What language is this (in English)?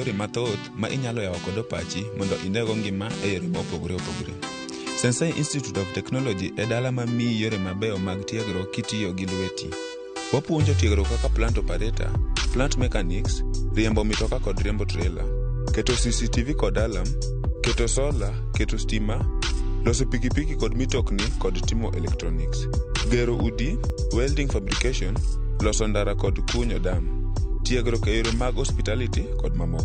Luo (Kenya and Tanzania)